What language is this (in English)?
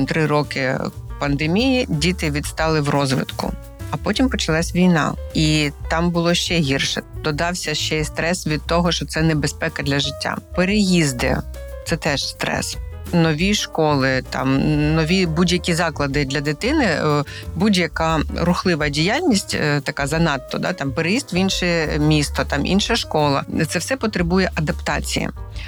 Ukrainian